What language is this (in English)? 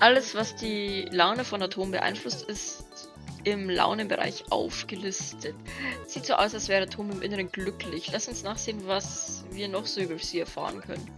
Bavarian